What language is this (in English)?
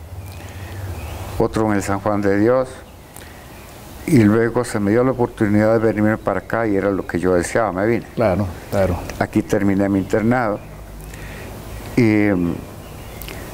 Spanish